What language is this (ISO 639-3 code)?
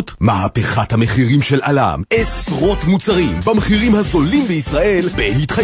heb